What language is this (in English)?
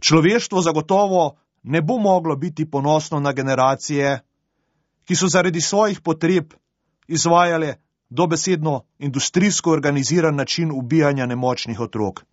Slovenian